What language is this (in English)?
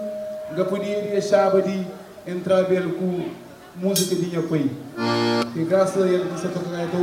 Kabuverdianu